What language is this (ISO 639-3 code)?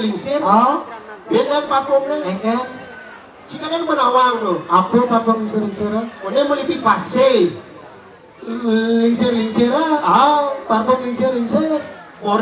ban